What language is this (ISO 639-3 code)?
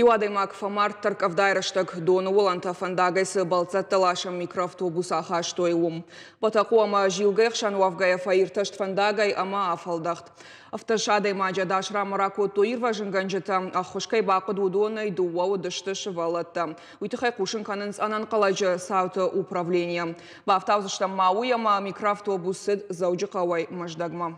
oss